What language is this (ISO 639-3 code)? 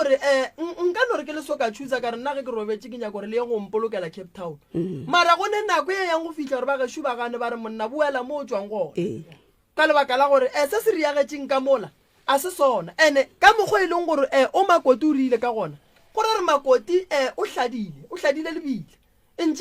nso